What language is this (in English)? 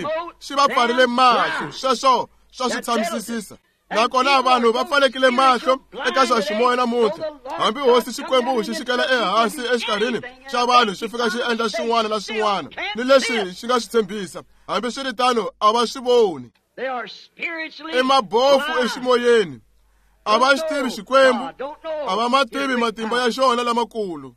Tsonga